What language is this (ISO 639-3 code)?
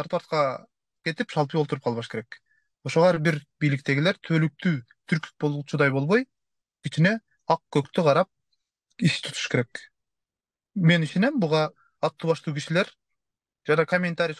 kir